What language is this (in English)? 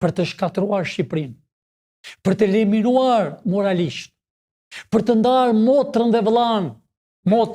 Albanian